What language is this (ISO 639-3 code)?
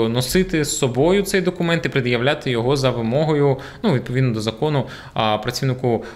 ukr